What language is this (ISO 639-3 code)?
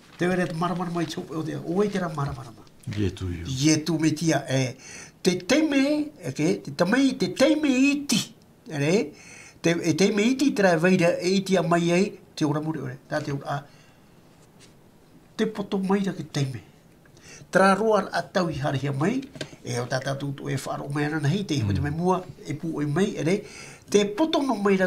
tah